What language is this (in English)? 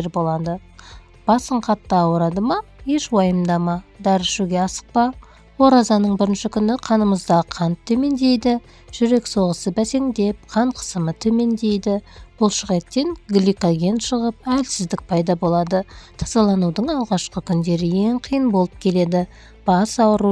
Kazakh